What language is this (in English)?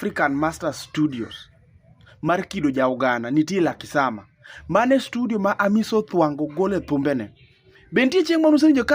Luo (Kenya and Tanzania)